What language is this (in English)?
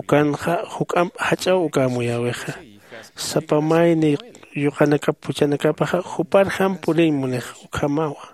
Aymara